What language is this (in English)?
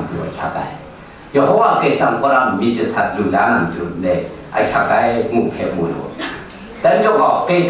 Kachin